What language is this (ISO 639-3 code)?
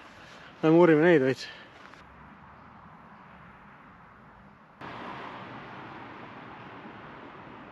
est